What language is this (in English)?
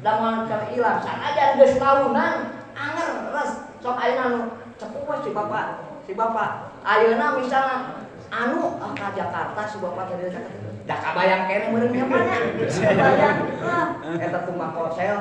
Sundanese